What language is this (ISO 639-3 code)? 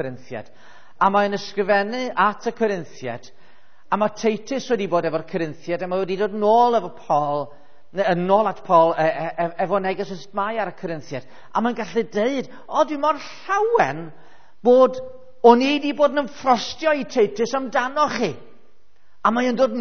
cym